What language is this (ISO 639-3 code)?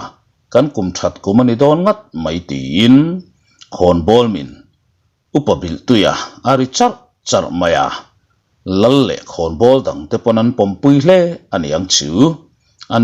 lus